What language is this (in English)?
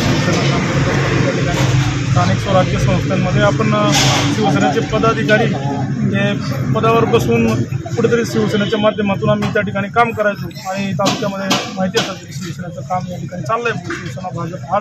Marathi